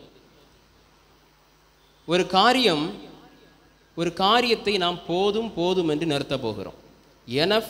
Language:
Tamil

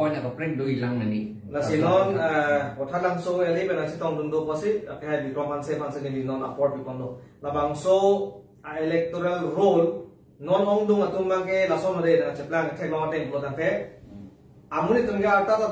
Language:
Karbi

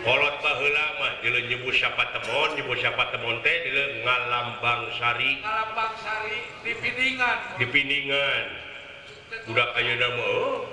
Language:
Sundanese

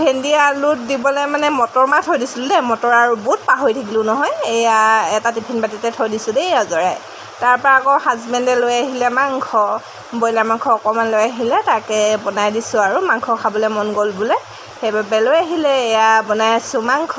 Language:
Assamese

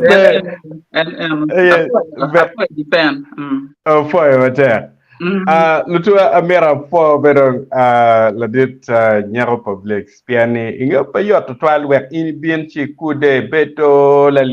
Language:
Acoli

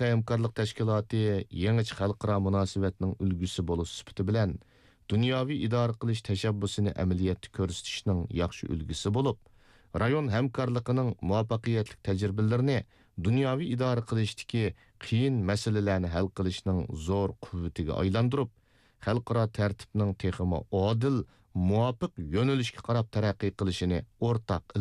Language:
Uyghur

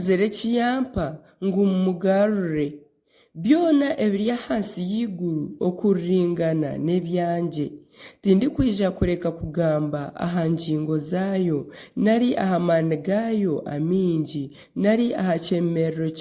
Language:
Nyankole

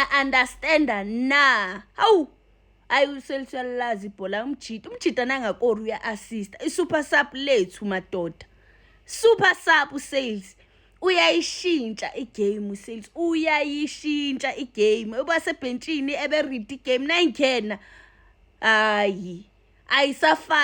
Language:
Zulu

